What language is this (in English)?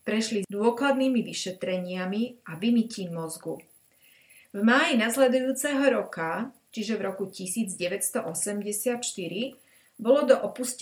Slovak